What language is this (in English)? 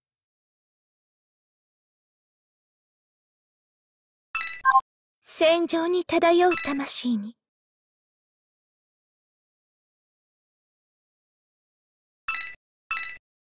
Japanese